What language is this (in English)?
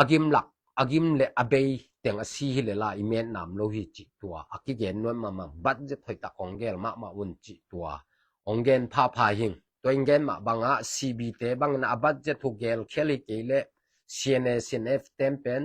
Tedim Chin